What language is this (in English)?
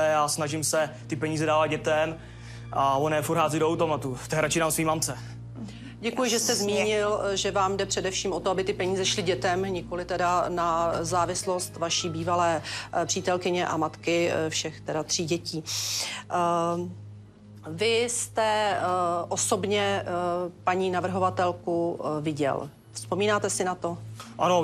Czech